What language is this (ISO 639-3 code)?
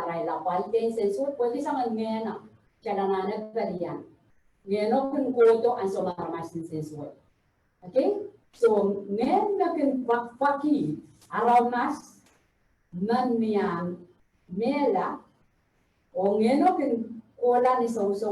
pon